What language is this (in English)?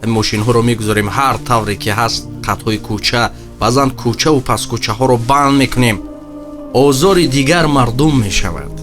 Tajik